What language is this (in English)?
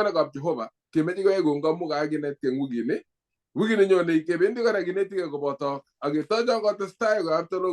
Kalenjin